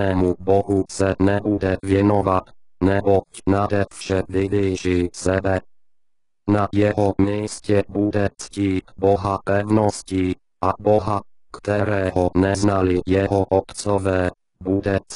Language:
Czech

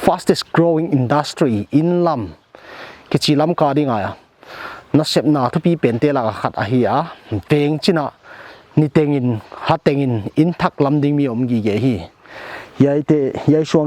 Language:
Paite Chin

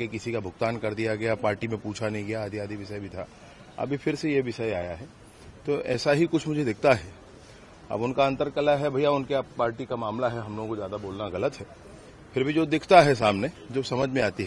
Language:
Hindi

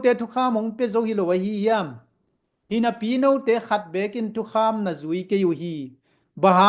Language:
Tedim Chin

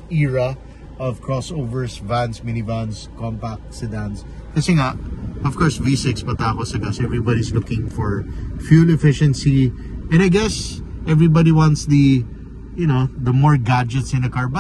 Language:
Filipino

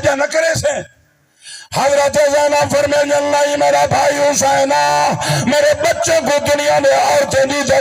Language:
Saraiki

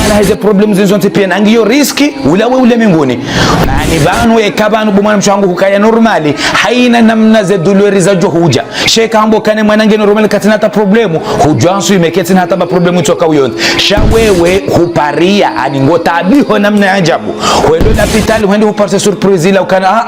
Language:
Ngazidja Comorian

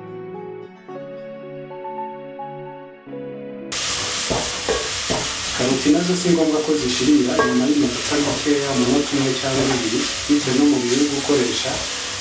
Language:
Kinyarwanda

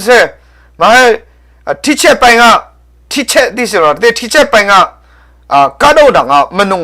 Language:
Hakha Chin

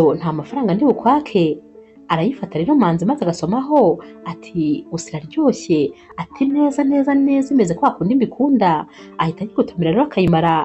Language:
Kinyarwanda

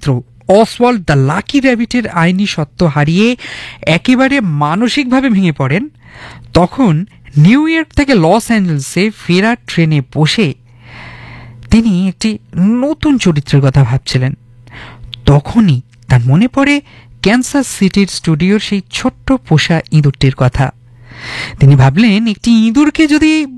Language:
Bangla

